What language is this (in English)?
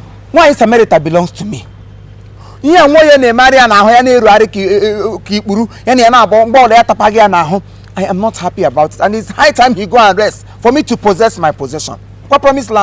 Igbo